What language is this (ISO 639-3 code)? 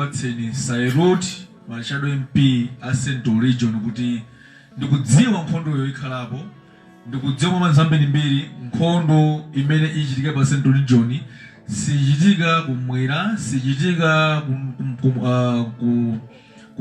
nya